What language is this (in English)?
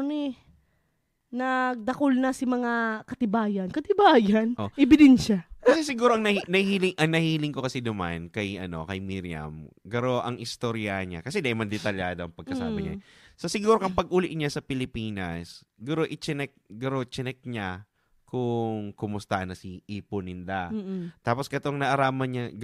Bikol